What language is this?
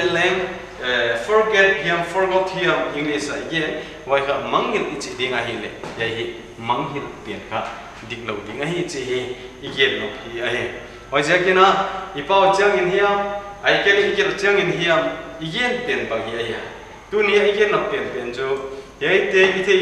Paite Chin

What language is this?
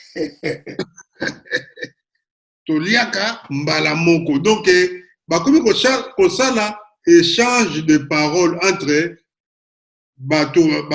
Lingala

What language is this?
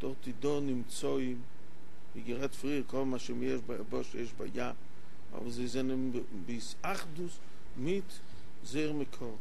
Yiddish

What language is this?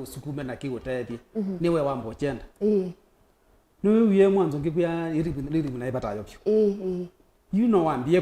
Kamba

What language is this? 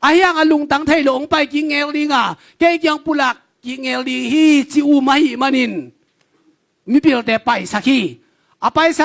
Tedim Chin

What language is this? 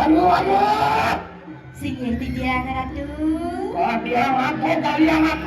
Balinese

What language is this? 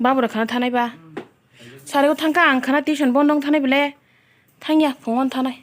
Kok Borok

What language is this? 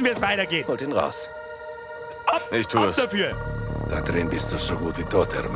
Bavarian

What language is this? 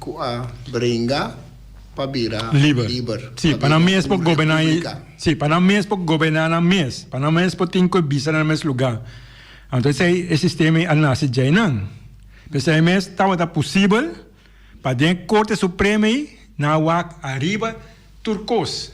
Papiamento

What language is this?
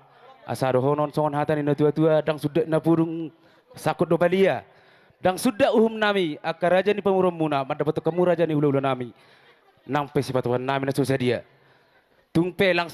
Batak Toba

